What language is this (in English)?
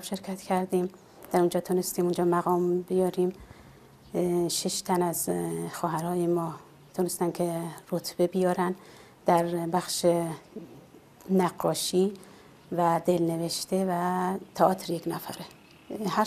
Persian